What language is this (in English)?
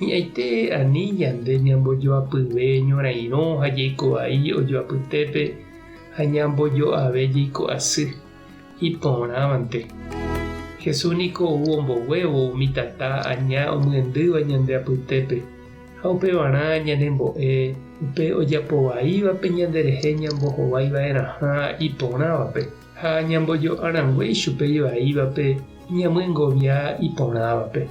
Guarani